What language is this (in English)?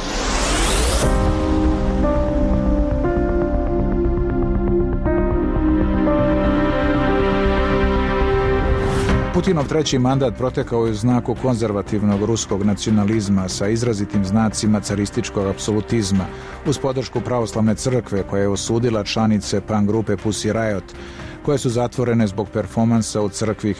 Serbian